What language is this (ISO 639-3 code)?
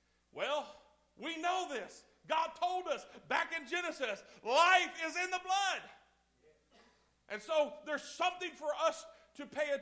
eng